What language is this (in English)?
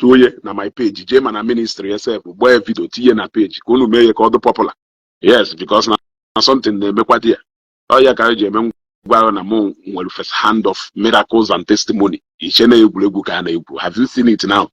Igbo